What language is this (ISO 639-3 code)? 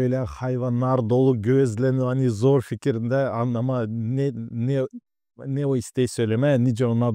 gag